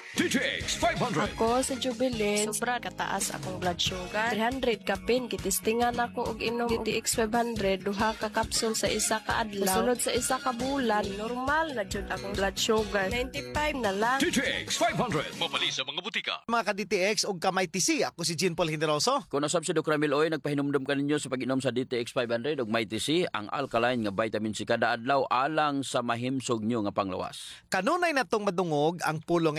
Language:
Cebuano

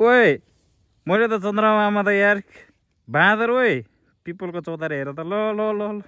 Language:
Nepali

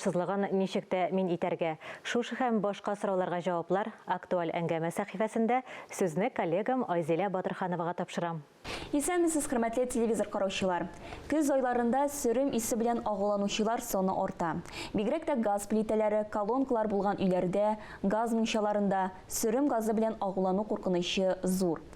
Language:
Tatar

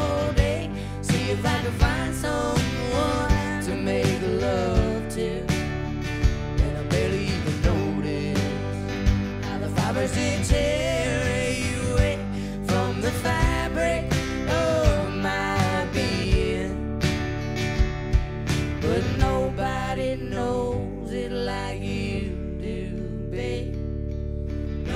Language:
English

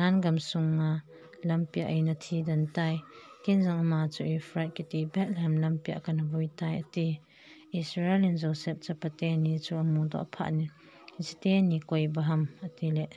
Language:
Thado Chin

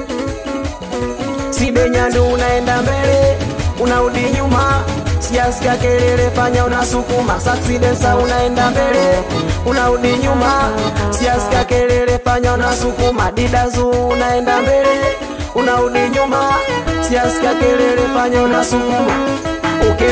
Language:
Swahili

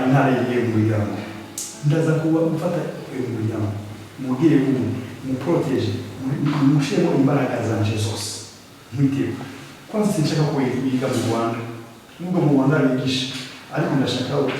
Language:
Kinyarwanda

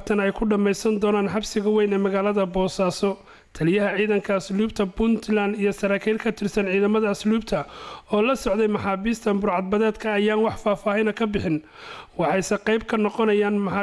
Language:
Somali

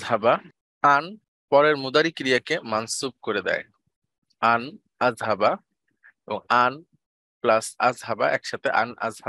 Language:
Bangla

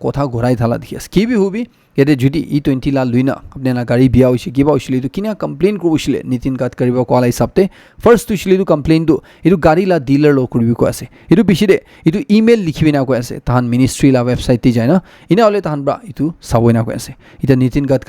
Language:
Naga Pidgin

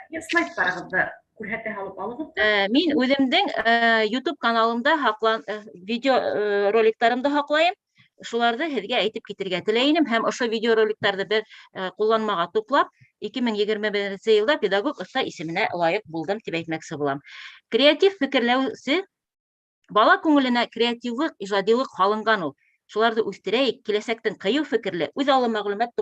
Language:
Bashkir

